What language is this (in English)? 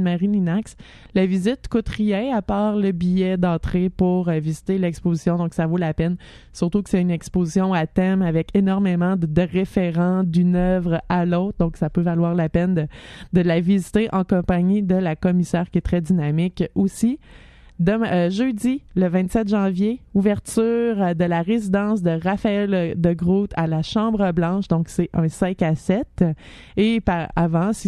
French